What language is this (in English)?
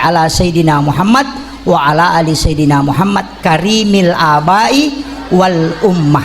Buginese